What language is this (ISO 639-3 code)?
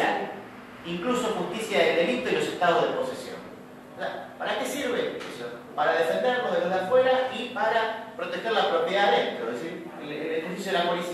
spa